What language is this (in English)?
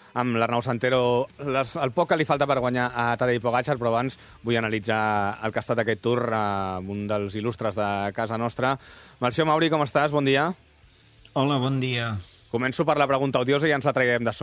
Catalan